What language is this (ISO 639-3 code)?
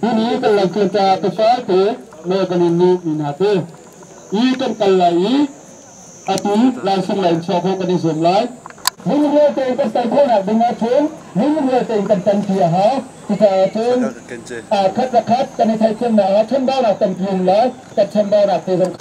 cnh